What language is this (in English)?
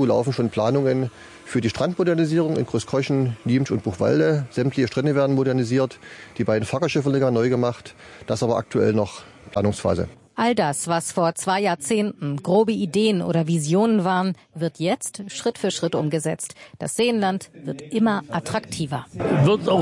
German